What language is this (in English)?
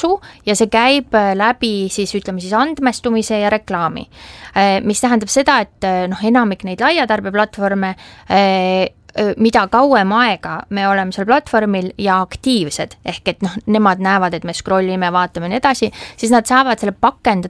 Estonian